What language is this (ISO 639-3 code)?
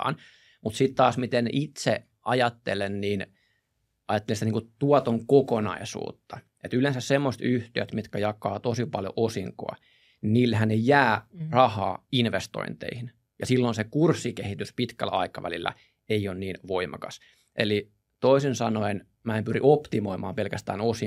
fin